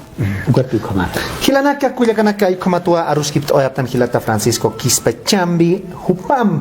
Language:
Aymara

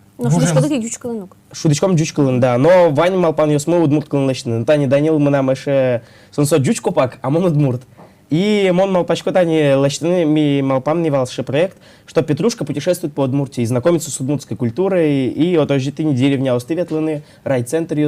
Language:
Udmurt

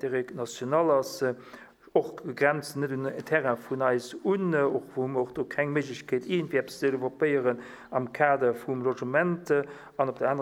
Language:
Luxembourgish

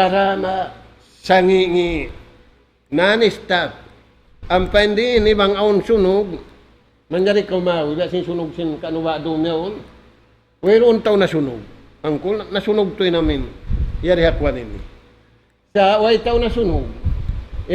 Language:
Tausug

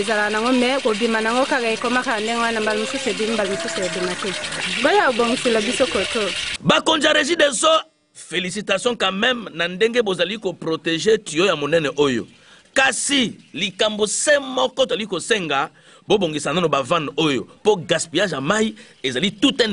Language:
Lingala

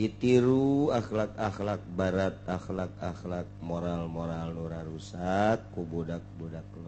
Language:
Sundanese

